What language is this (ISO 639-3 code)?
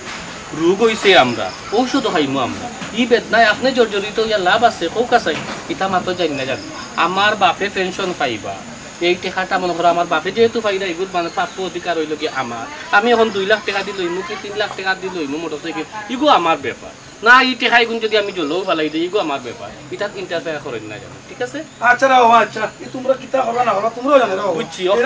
syl